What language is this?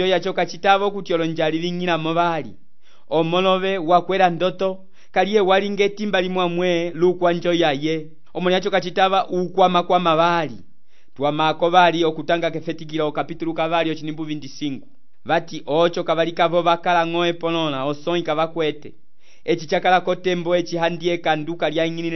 Umbundu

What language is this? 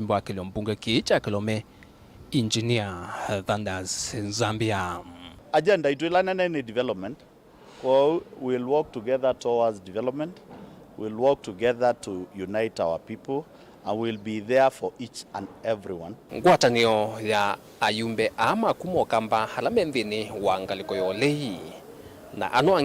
Kamba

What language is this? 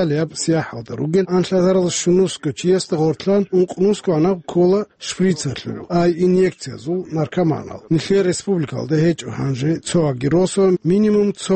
Avaric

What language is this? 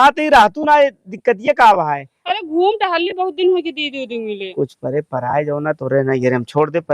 Awadhi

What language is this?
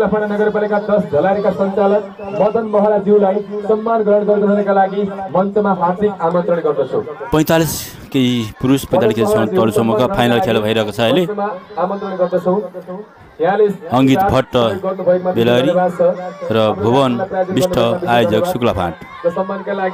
Nepali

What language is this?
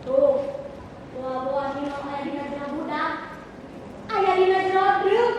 Sundanese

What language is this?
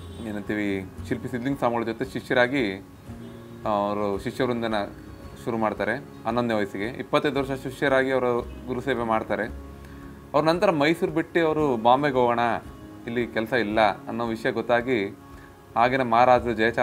Kannada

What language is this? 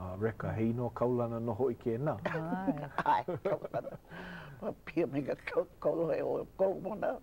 Hawaiian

